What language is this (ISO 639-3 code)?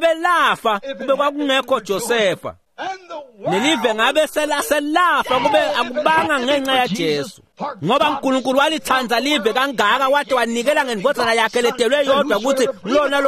ssw